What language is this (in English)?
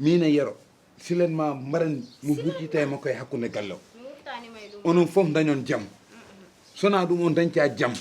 Fula